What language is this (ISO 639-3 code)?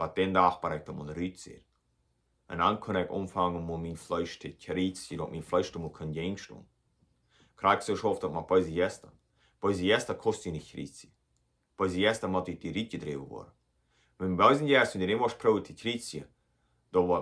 pdt